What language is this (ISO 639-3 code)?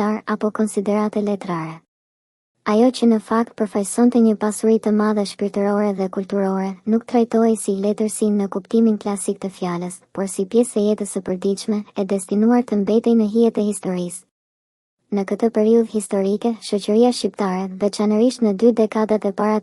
sqi